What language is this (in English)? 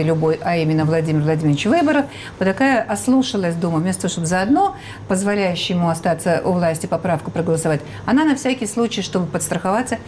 Russian